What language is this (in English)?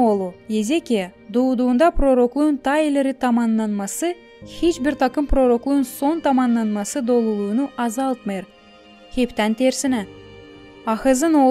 Gagauz